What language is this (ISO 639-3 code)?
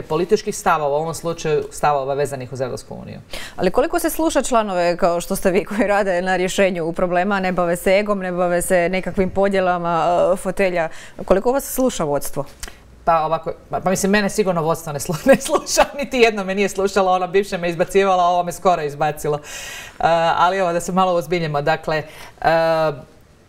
hrv